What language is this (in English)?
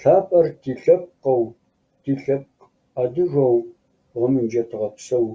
Kabardian